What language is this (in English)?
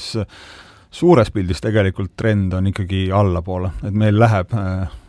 Estonian